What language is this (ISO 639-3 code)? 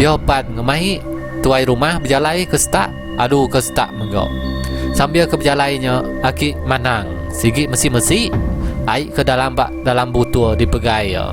iba